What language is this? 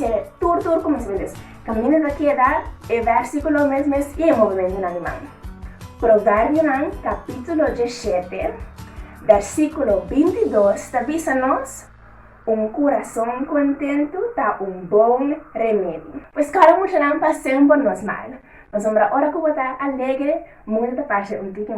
Papiamento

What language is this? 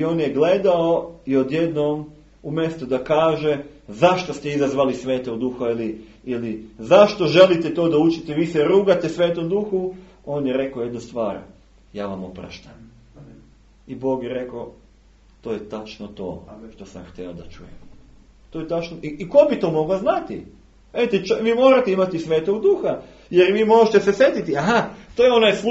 Serbian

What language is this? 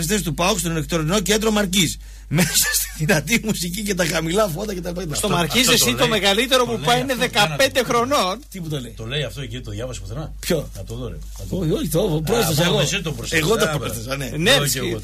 Greek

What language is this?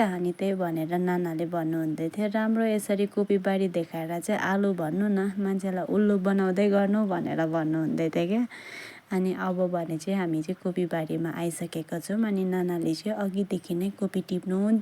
Nepali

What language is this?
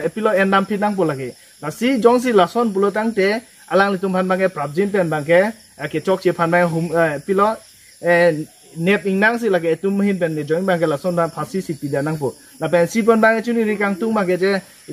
Karbi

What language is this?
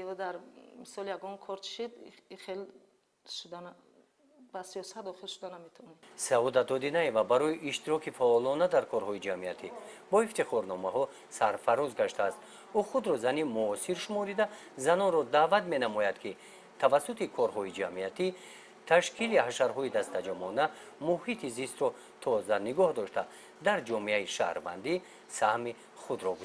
Tajik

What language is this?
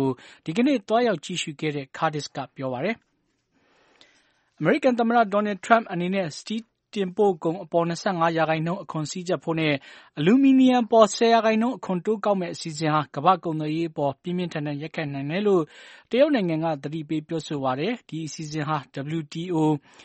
Burmese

